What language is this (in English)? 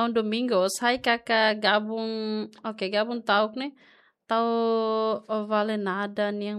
Tetum